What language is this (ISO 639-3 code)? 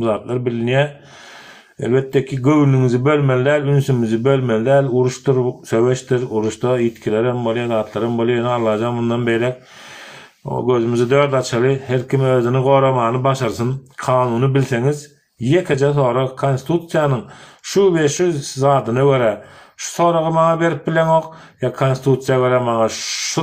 tuk